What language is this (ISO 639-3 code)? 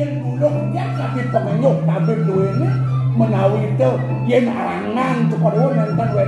ban